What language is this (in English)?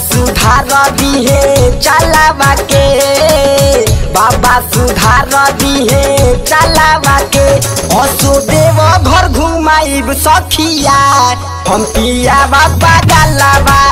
Bhojpuri